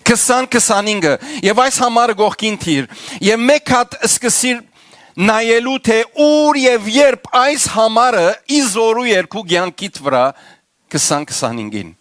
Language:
Western Armenian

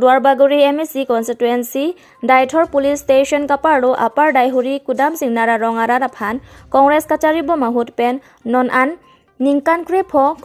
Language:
Karbi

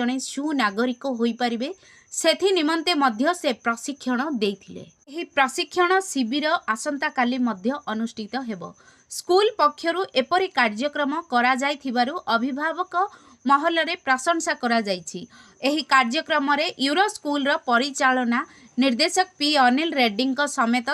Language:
Odia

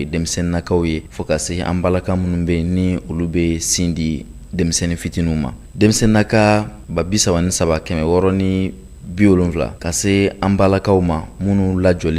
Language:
Bambara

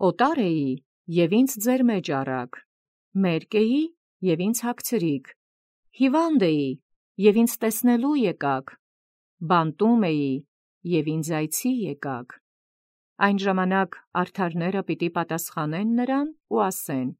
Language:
Armenian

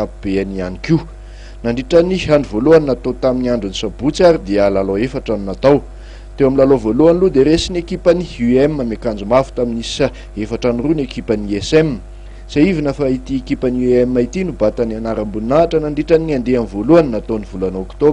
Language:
Malagasy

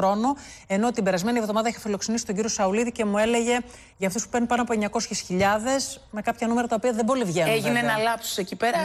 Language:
Greek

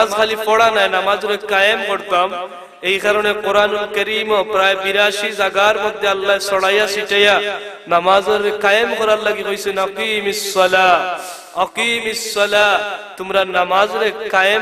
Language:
Sylheti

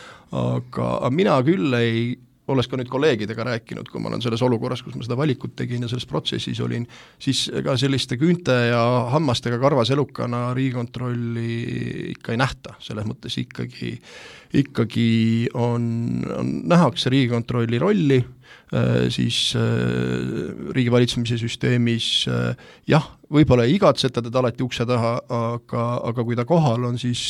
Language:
Estonian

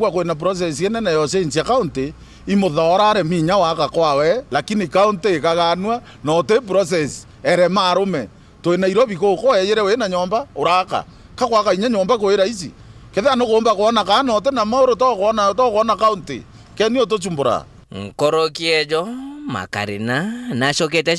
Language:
Meru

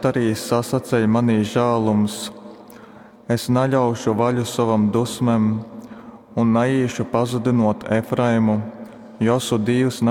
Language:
Latgalian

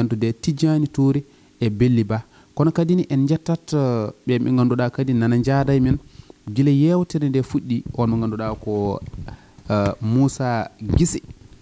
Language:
Fula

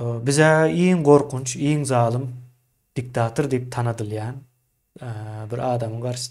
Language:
Turkmen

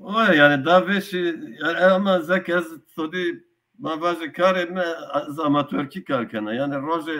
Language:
Zaza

